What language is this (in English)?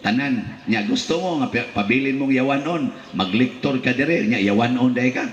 Cebuano